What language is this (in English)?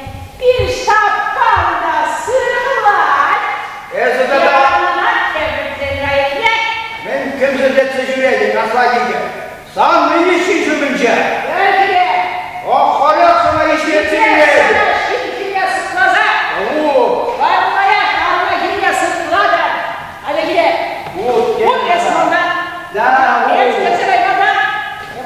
Chuvash